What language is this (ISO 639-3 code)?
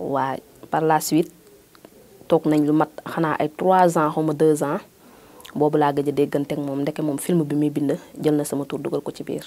wol